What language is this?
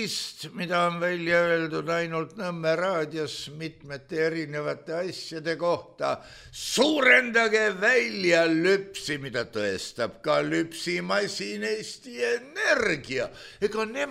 Estonian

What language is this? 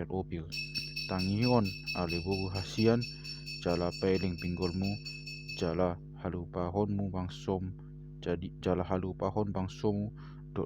Batak Toba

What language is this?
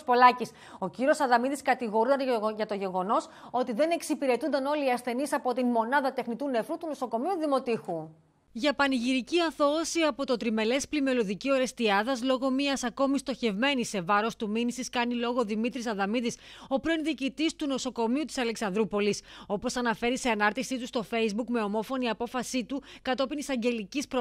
Greek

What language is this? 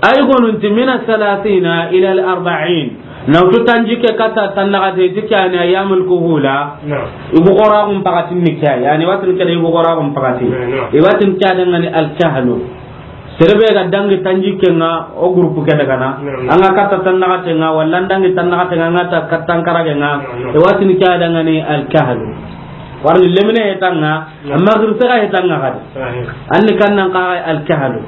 Soninke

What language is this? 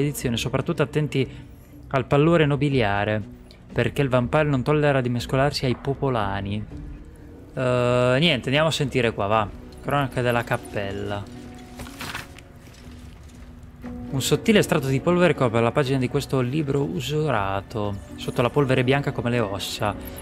Italian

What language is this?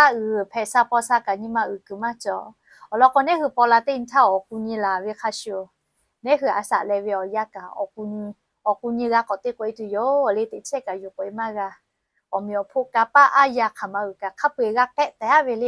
Lahu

